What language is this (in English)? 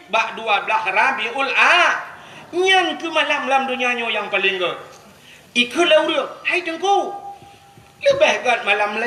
Achinese